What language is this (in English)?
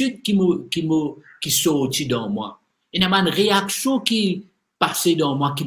Morisyen